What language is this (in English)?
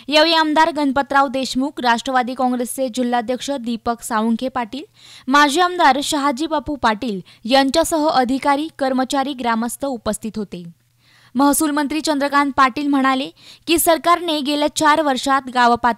Marathi